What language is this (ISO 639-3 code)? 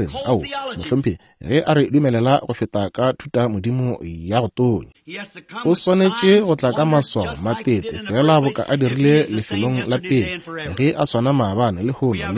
nso